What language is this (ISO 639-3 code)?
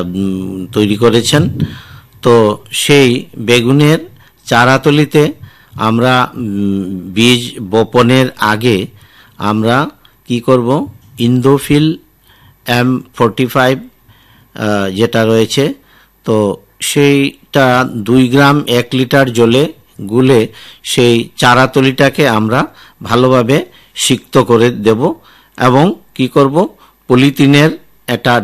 ben